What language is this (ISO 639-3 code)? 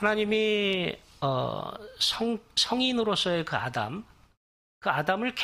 kor